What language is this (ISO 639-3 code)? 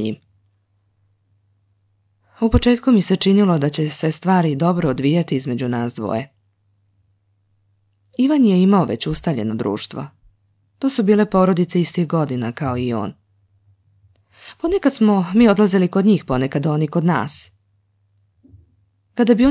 srp